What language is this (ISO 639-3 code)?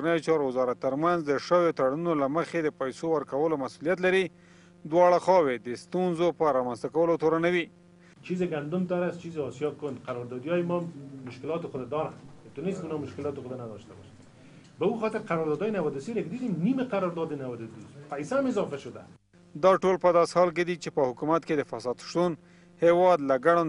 pus